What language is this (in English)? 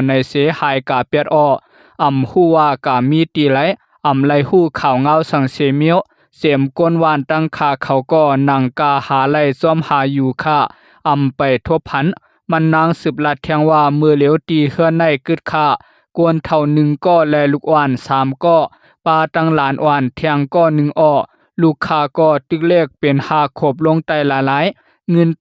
Shan